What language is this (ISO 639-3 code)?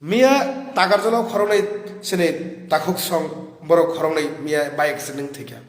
trp